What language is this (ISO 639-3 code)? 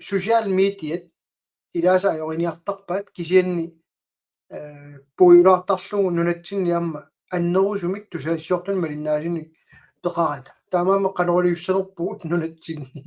kal